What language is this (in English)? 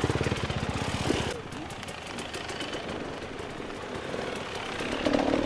Korean